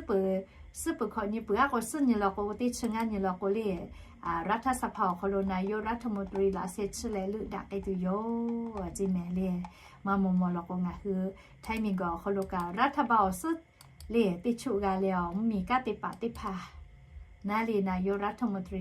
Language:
Lahu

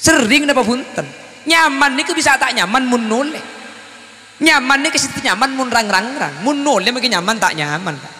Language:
Madurese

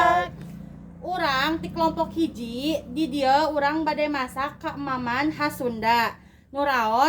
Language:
Sundanese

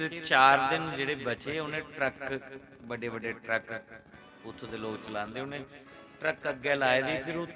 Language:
Dogri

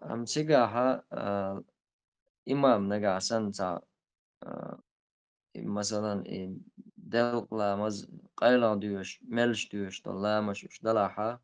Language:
Chechen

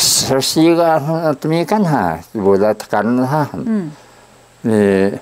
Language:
Taroko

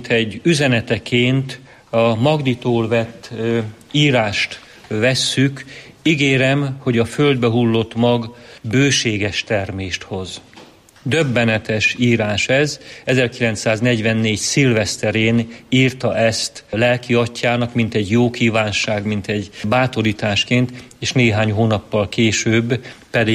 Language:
Hungarian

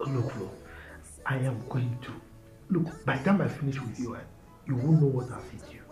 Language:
Nigerian Pidgin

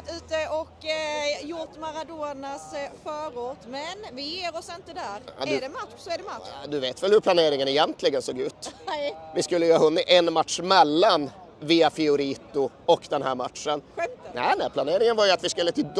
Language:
Swedish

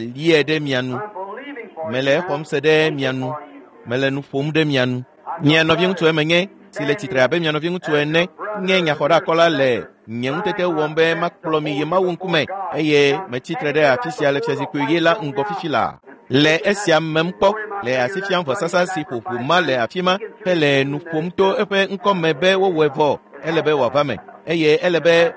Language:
Ewe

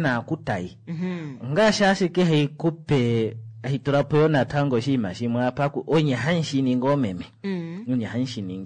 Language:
Kuanyama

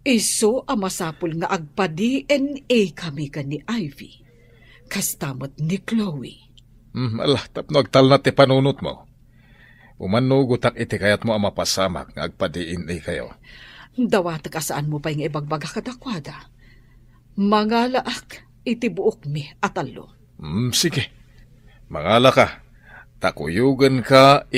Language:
Iloko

